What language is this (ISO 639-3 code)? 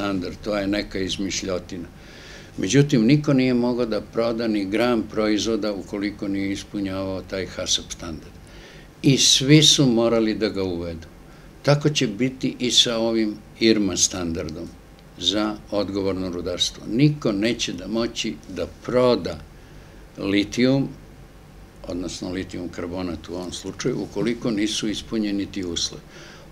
srp